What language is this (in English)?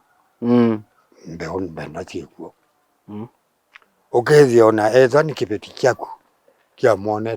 Kamba